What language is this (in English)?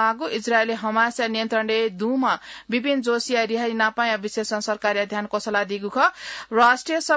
Newari